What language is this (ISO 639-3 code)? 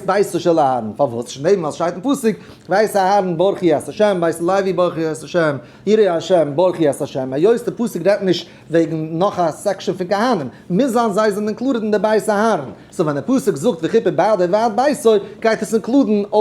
yid